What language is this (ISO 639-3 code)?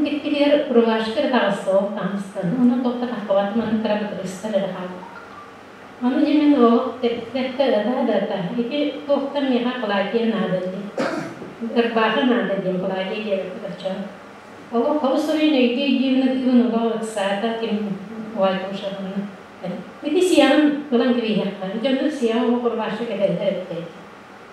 sah